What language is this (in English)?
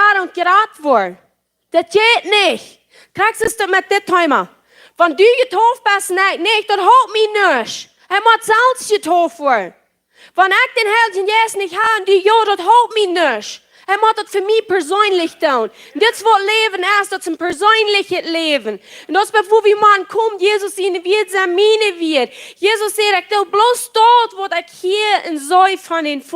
Plautdietsch